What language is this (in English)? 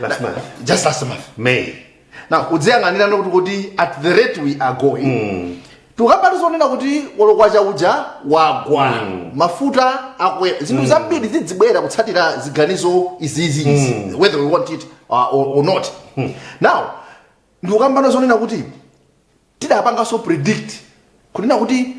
Nyanja